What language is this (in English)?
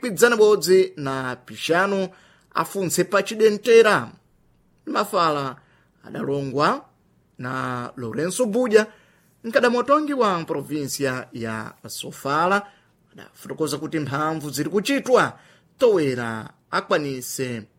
Sena